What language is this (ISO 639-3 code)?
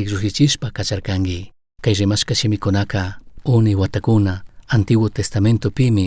qug